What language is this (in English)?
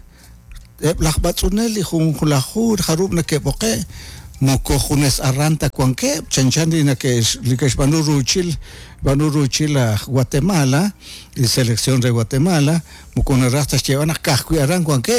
Kekchí